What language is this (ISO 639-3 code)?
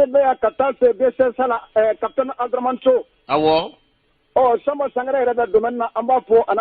bam